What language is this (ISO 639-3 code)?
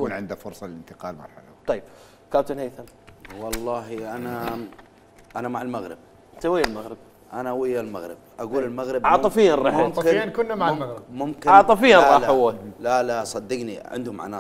acm